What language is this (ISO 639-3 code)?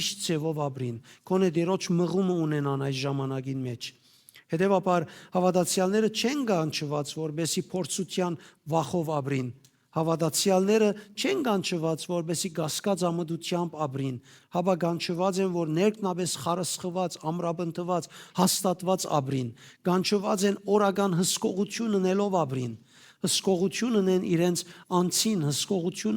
hyw